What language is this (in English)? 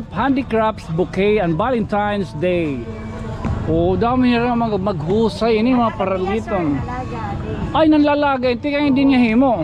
Waray